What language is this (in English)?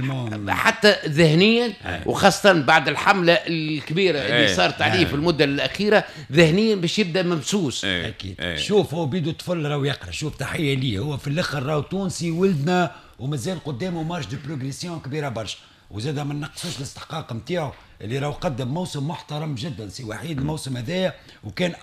Tunisian Arabic